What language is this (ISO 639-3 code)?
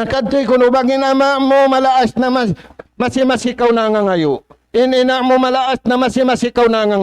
tsg